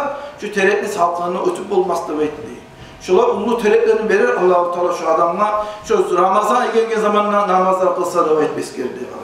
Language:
Kumyk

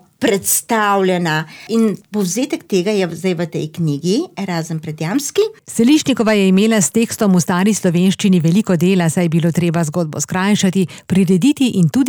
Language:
Slovenian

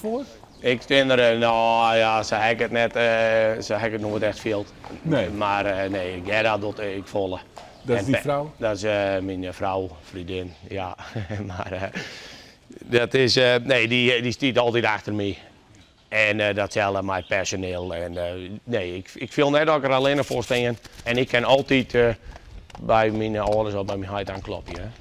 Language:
Western Frisian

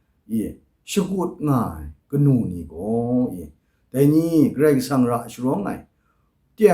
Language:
Kachin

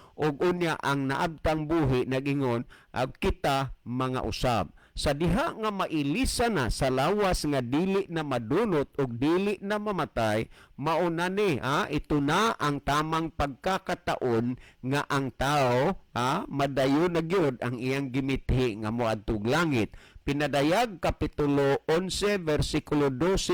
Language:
Cebuano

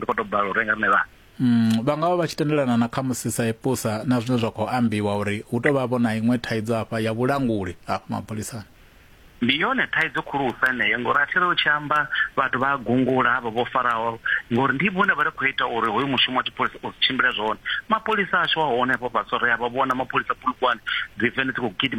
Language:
Venda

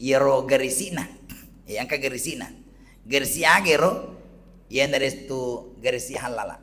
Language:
Buginese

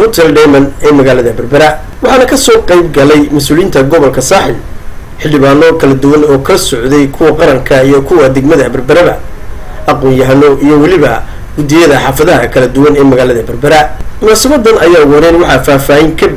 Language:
Somali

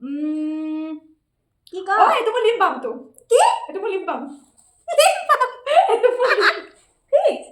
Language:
Assamese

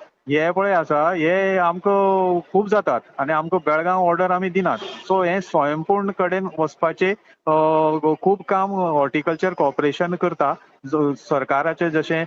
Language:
Konkani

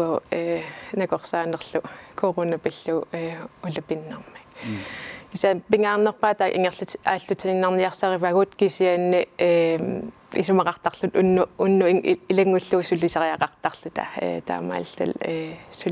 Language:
Kalaallisut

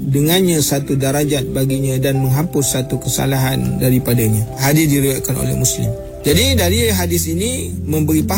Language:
Malay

